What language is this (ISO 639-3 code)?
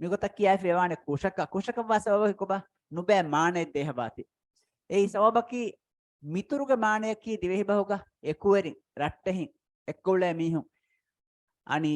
div